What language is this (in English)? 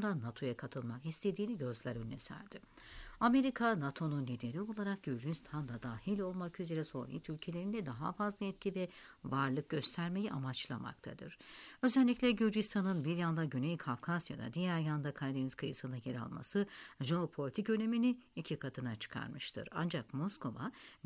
Turkish